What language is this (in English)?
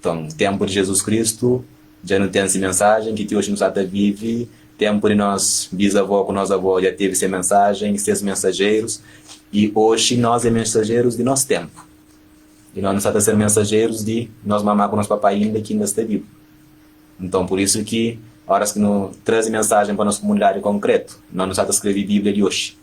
Kabuverdianu